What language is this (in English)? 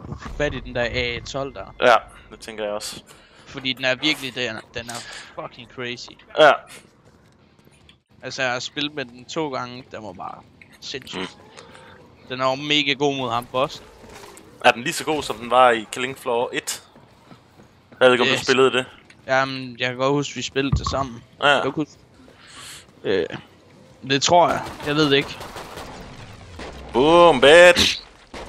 Danish